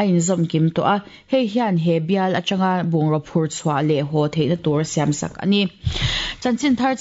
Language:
Mizo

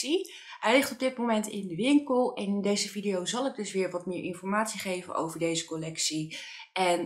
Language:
Dutch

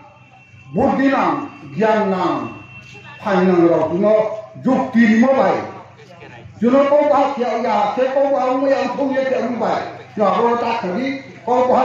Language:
Riang (India)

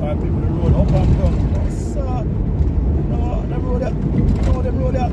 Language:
Jamaican Creole English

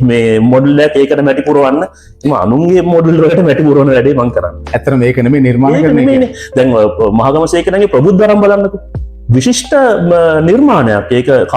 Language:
Sinhala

